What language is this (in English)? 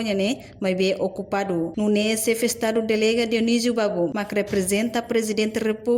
Tetum